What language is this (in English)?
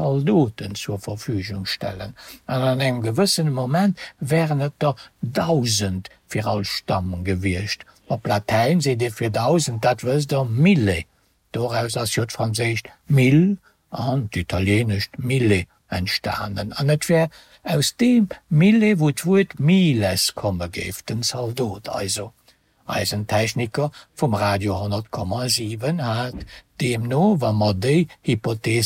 Luxembourgish